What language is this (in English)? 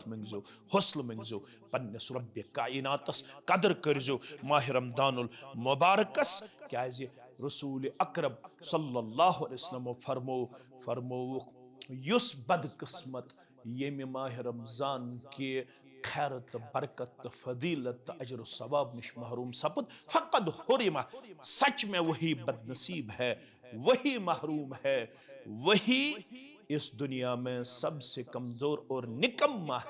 Kashmiri